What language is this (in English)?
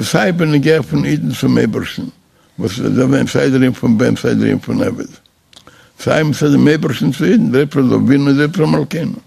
Yiddish